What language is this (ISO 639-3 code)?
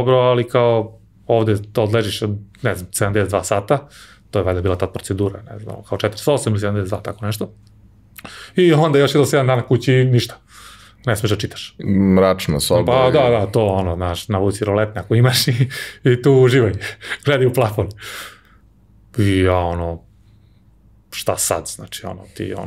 srp